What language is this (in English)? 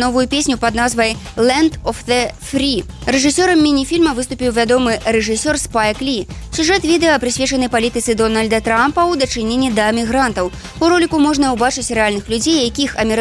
Belarusian